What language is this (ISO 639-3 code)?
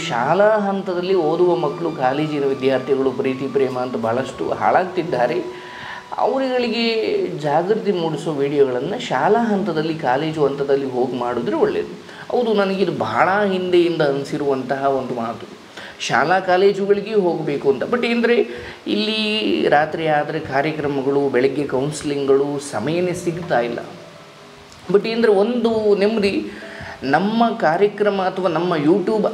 kan